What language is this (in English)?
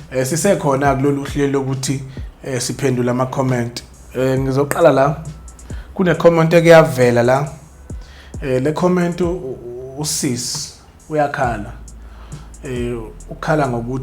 Zulu